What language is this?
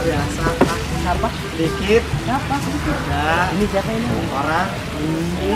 Betawi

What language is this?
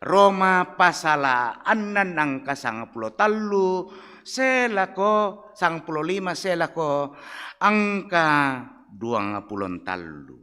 Toraja-Sa'dan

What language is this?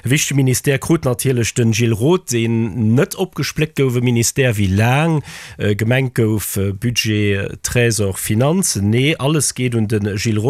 Luxembourgish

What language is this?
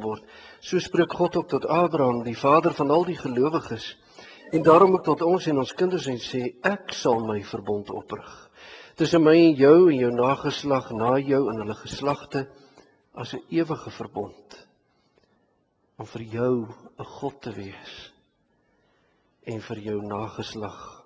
Afrikaans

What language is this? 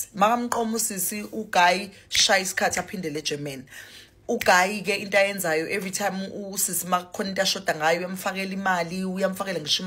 Zulu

